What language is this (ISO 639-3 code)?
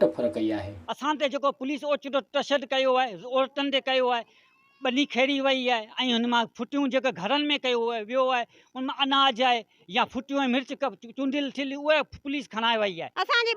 snd